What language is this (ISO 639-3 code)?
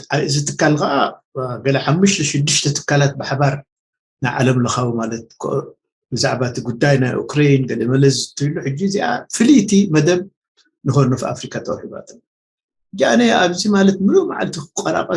tir